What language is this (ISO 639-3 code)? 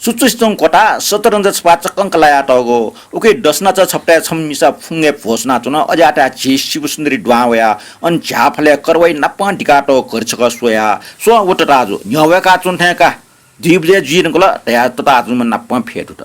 new